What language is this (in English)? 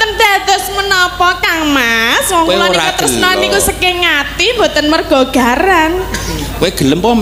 Javanese